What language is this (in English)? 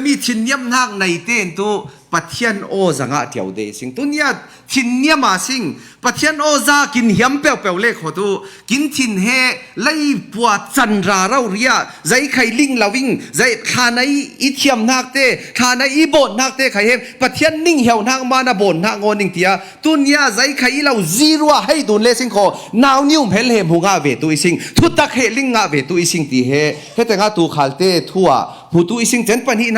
Falam Chin